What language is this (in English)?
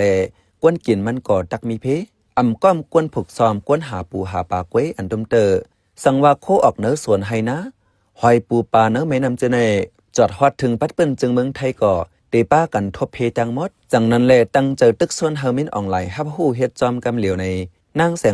Shan